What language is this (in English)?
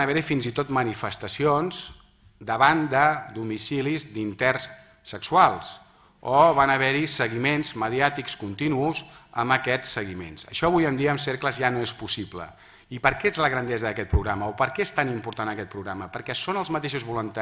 Catalan